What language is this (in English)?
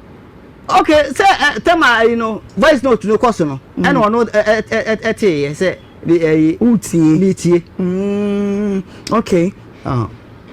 Akan